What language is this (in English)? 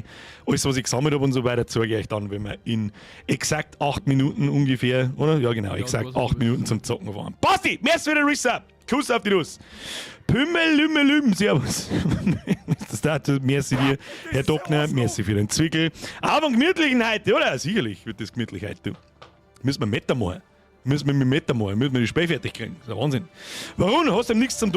Bavarian